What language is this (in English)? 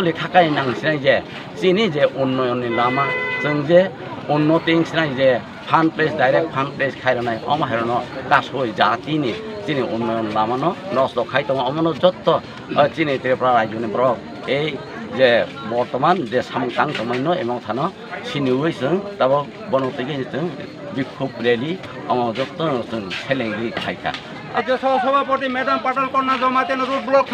Kok Borok